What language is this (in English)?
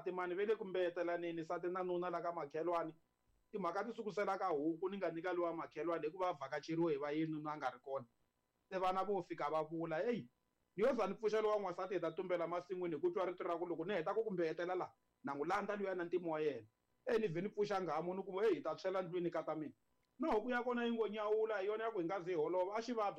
Tsonga